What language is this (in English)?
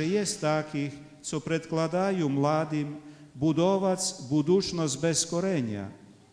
Rusyn